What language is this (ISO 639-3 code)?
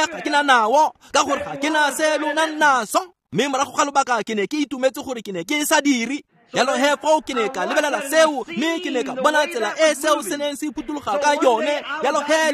tsn